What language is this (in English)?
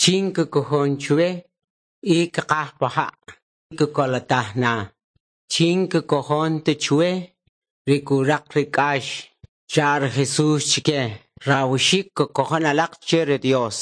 Kʼicheʼ